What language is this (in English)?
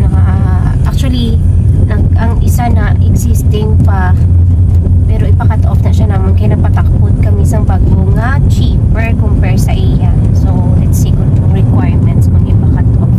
Hiligaynon